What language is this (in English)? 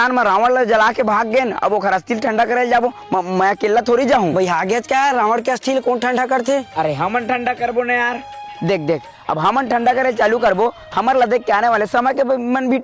Chhattisgarhi